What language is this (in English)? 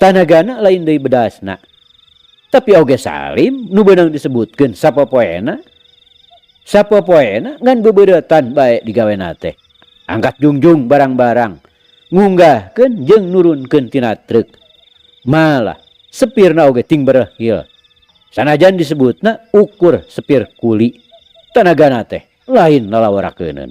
Sundanese